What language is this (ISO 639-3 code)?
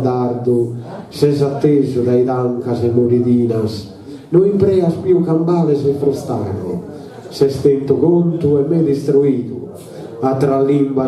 srd